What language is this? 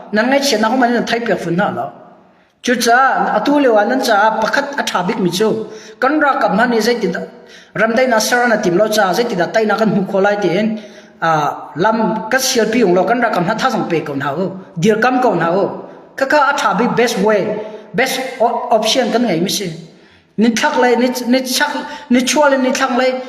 Hakha Chin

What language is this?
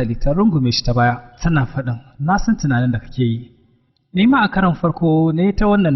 Hausa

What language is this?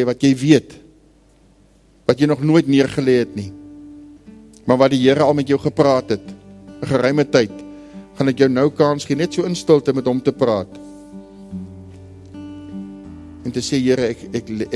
Afrikaans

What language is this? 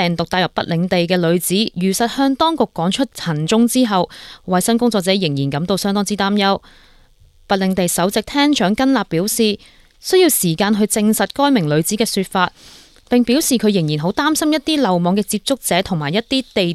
Cantonese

